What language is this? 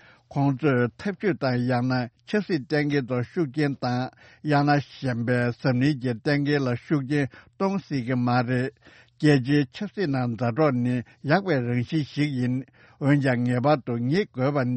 Tibetan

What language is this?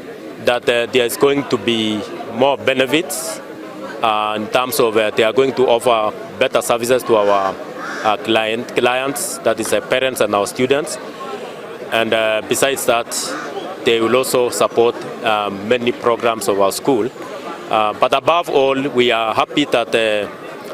Gusii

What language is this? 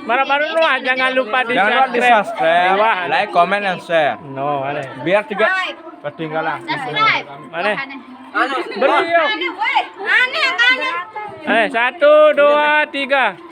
Sasak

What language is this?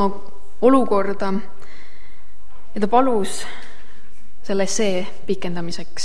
Estonian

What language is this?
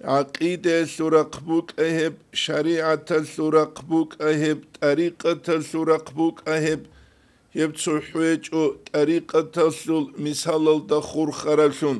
Avaric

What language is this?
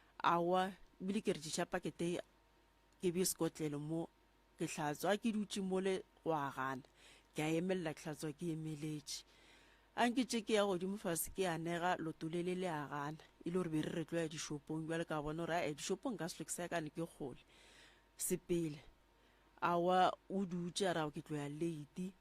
Northern Sotho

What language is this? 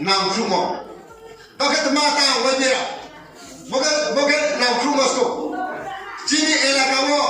Riang (India)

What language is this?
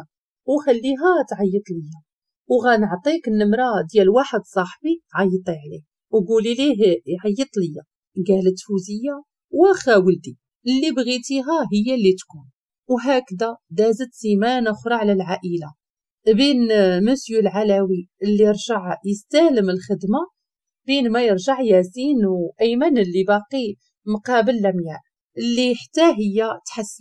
Moroccan Arabic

